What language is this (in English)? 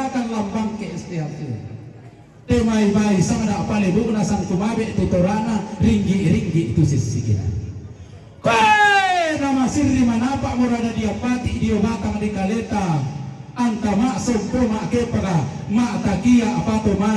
Toraja-Sa'dan